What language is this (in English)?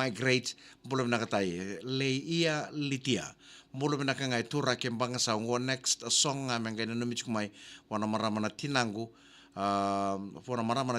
Fijian